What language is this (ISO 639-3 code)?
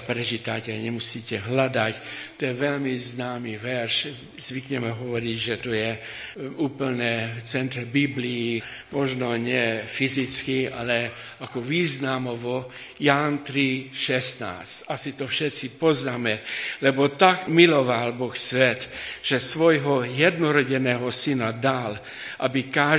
slk